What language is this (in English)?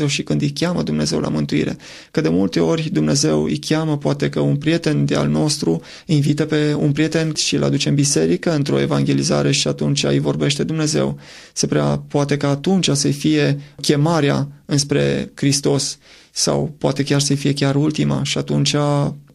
Romanian